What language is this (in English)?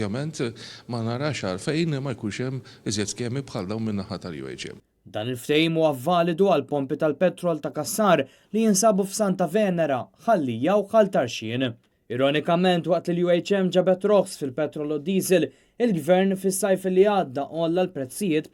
Maltese